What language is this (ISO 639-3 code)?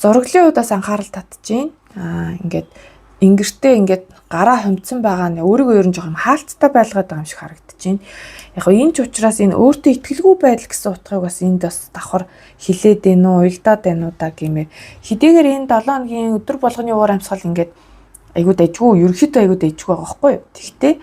mon